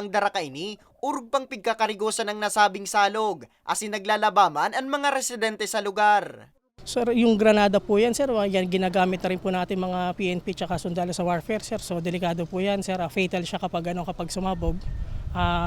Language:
Bikol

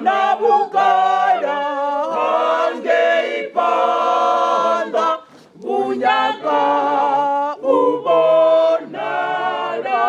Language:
Venda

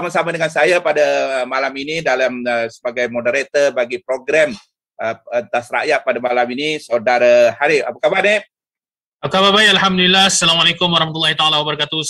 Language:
Malay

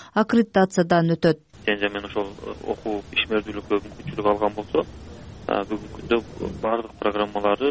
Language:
Kyrgyz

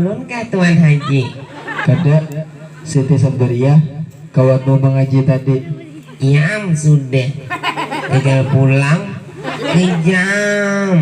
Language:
Banjar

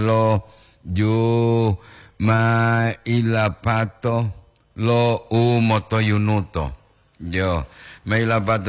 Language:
Gorontalo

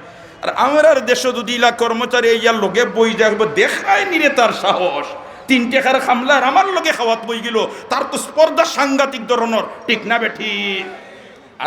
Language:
Sylheti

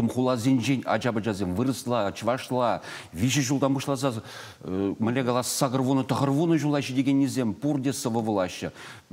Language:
Chuvash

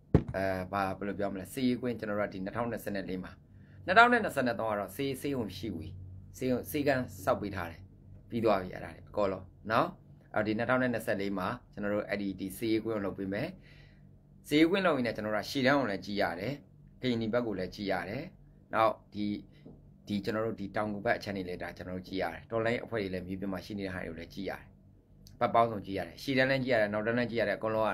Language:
Burmese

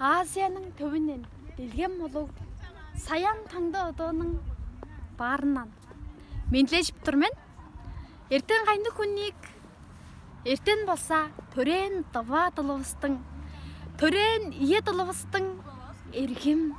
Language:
Tuvinian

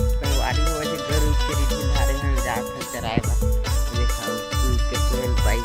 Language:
Chhattisgarhi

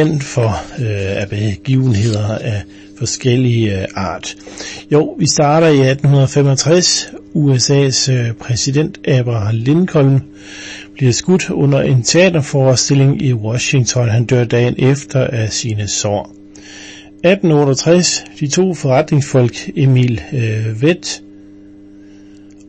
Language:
Danish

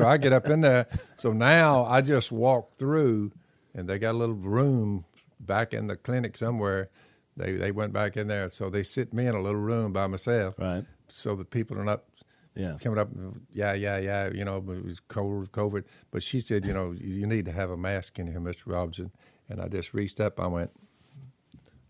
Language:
English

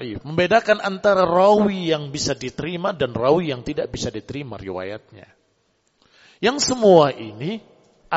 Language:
Indonesian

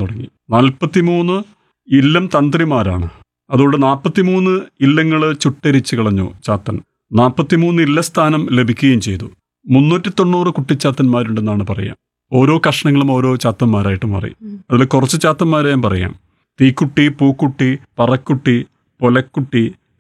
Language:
Malayalam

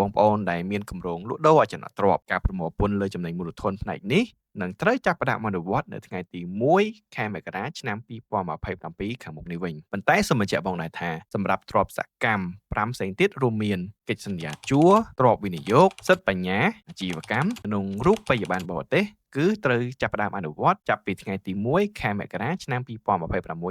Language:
Khmer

